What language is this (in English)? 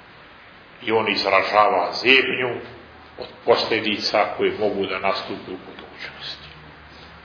Serbian